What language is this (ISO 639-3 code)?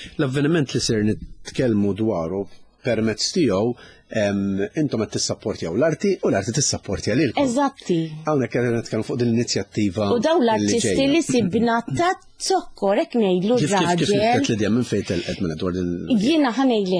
mlt